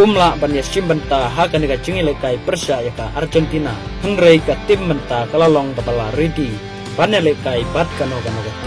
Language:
Khasi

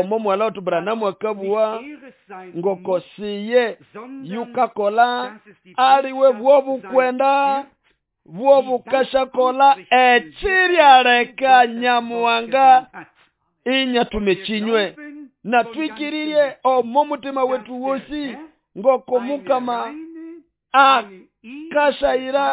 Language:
Nande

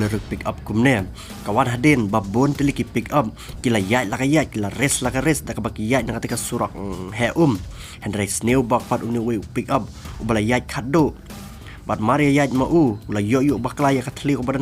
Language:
Khasi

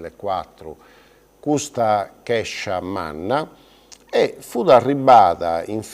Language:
Sardinian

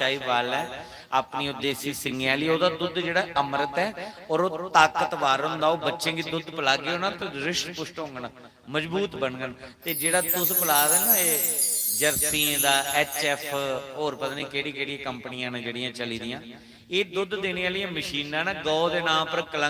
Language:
Dogri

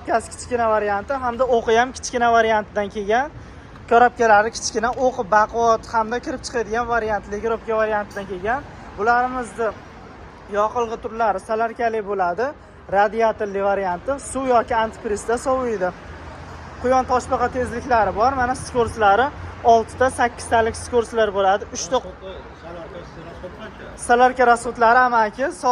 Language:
Uzbek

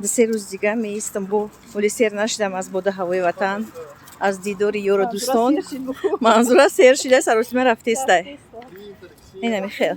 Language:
Tajik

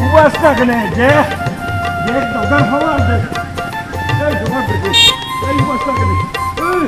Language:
Sylheti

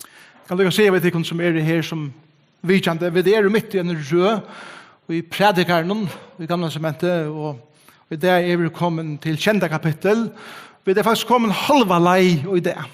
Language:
Faroese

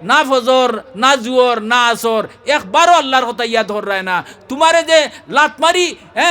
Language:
Sylheti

